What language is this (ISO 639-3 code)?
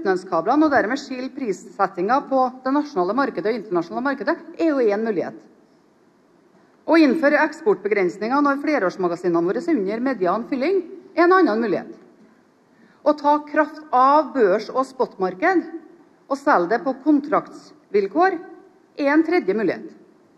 nor